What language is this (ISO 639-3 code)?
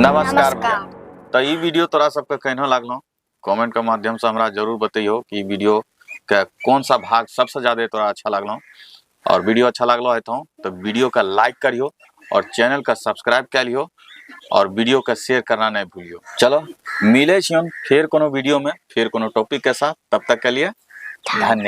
anp